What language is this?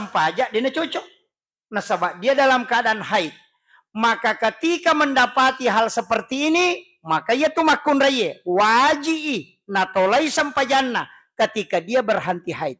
Buginese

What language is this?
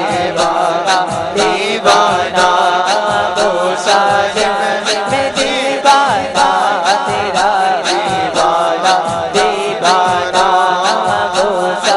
Urdu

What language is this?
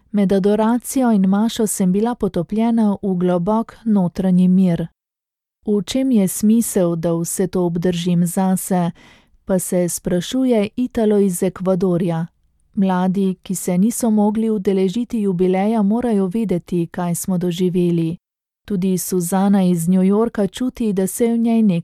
Slovenian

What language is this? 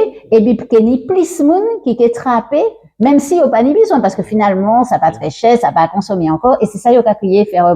Guadeloupean Creole French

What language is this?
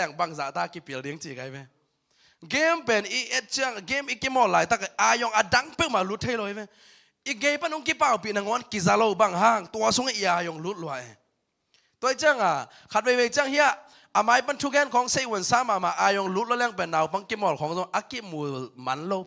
Tedim Chin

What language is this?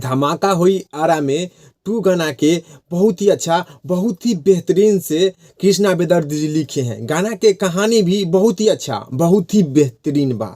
Bhojpuri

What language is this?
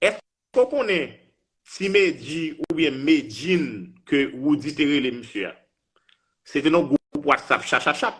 Haitian Creole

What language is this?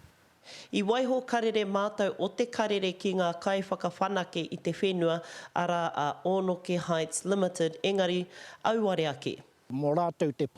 Māori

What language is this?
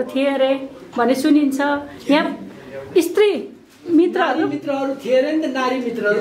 Nepali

